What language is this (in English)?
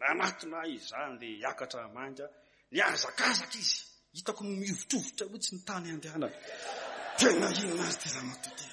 Malagasy